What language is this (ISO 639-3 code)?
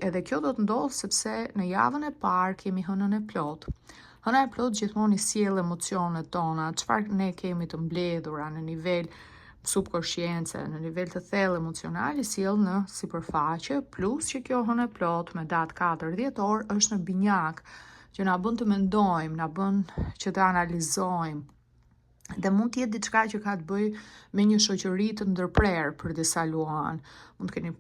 sqi